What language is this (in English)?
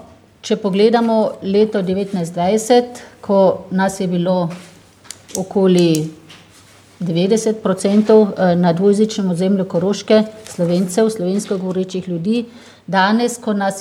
Slovenian